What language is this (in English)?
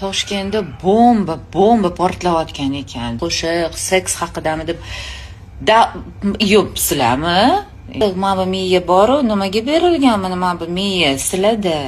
Uzbek